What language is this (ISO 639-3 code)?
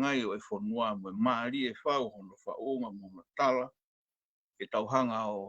ton